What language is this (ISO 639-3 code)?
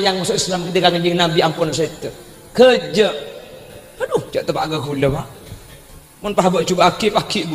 mad